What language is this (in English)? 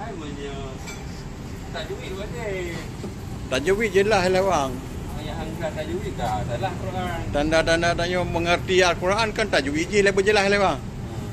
Achinese